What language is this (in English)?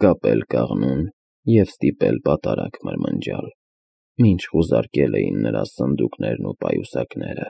Armenian